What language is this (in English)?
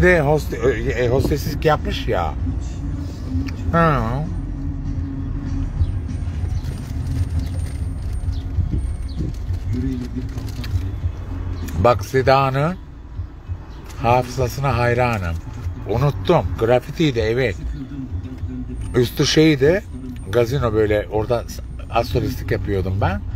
Turkish